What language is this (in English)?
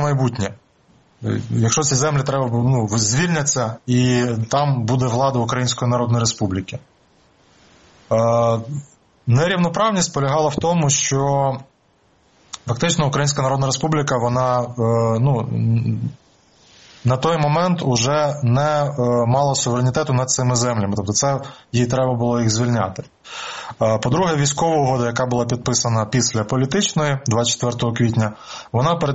Ukrainian